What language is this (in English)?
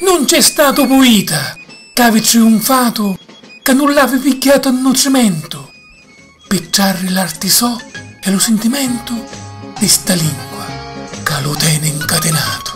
Sicilian